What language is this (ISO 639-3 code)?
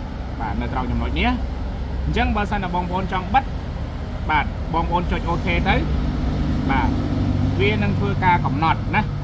khm